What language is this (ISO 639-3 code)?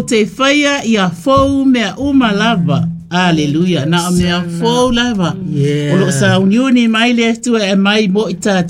smo